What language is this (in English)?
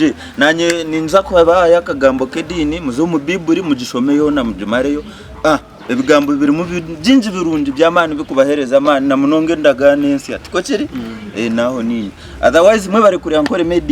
Nyankole